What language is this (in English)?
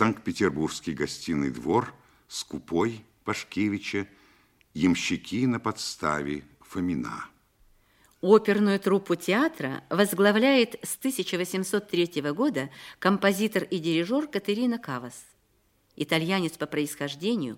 Russian